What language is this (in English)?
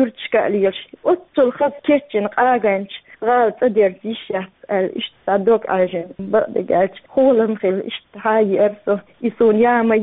Chechen